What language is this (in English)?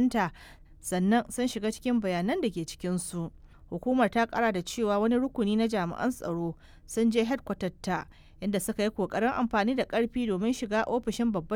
Hausa